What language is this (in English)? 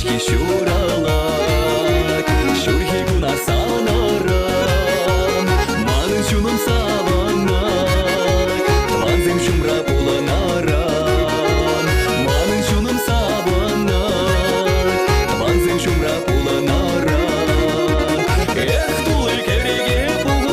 Chuvash